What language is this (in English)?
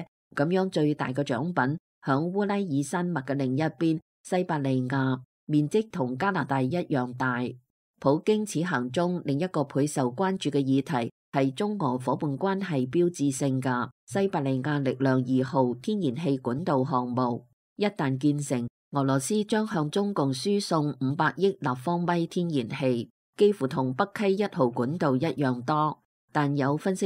Cantonese